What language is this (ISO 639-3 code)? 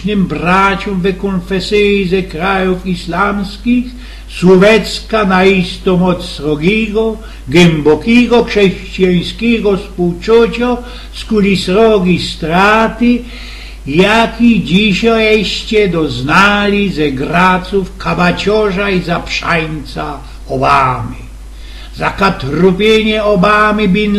szl